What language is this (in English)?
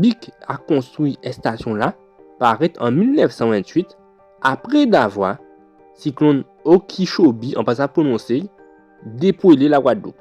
Guadeloupean Creole French